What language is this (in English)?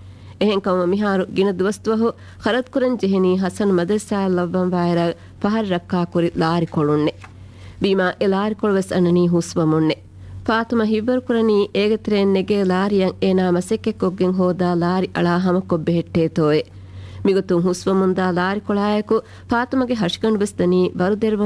Divehi